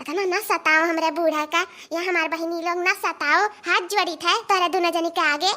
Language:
Awadhi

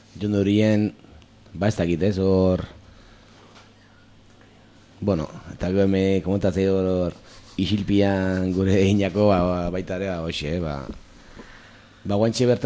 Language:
Basque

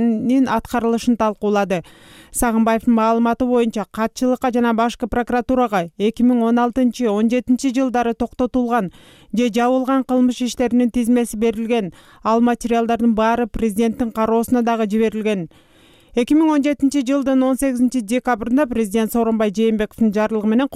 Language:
Kyrgyz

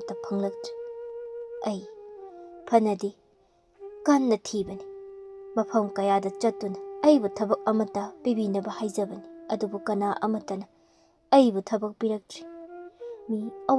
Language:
Manipuri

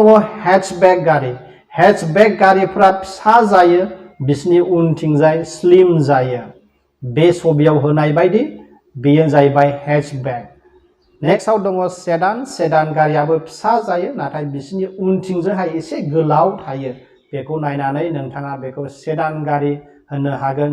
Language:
Bodo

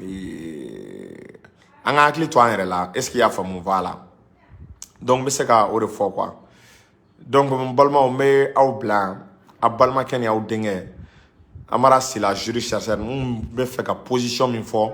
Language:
Bambara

